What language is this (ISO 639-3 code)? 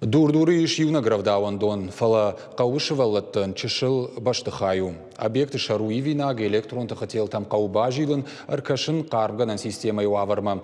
oss